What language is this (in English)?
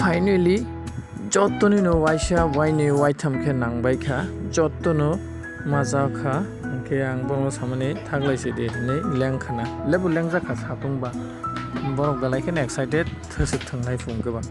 Kok Borok